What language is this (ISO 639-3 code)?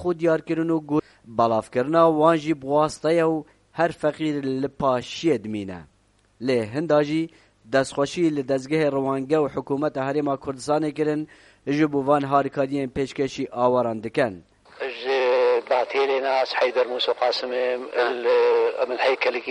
kur